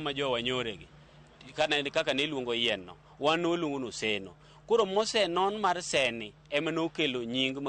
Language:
Luo (Kenya and Tanzania)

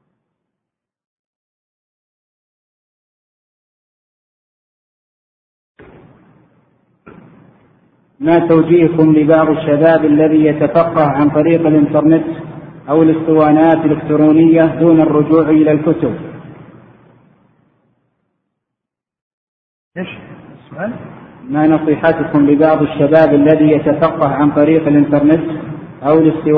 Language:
Arabic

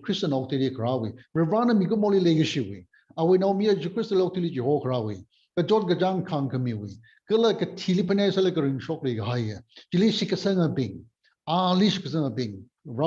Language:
Tangkhul Naga (India)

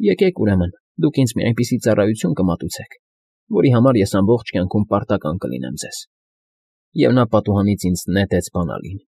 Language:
Armenian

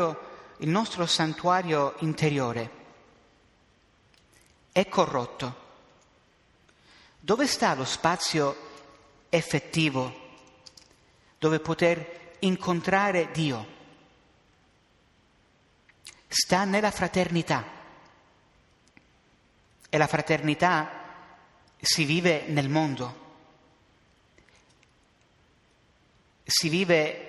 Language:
Italian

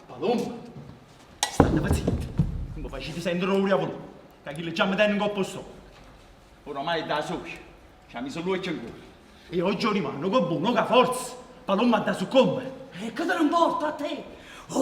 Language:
Neapolitan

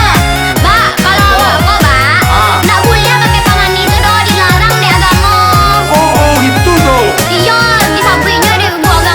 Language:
Minangkabau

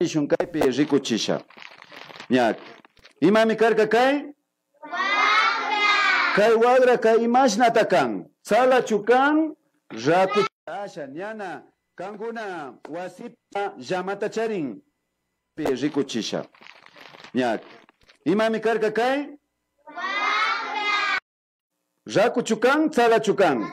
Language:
Imbabura Highland Quichua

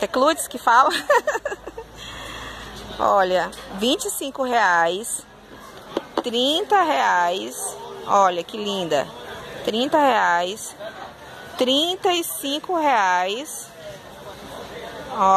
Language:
Portuguese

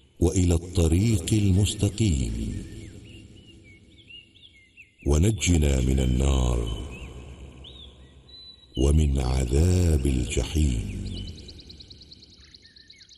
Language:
Arabic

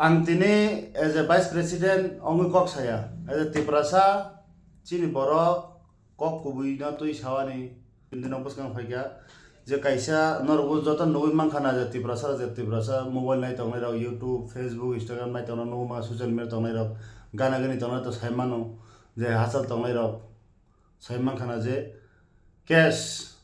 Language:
Kok Borok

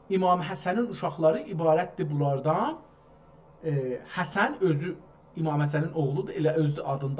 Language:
South Azerbaijani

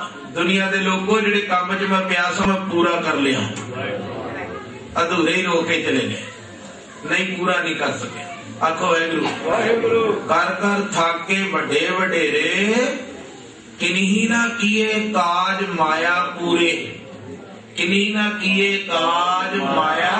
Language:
Punjabi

